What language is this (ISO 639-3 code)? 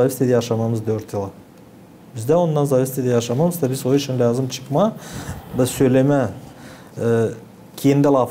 gag